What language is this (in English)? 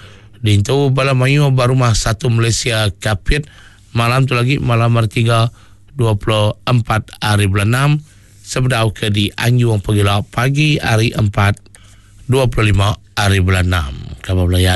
Iban